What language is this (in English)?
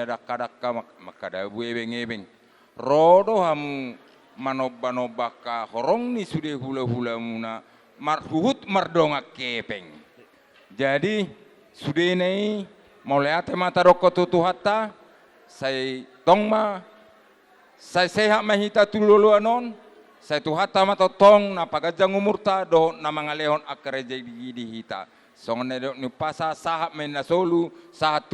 Batak Toba